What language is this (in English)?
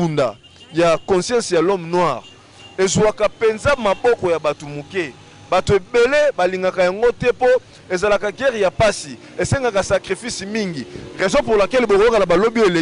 Lingala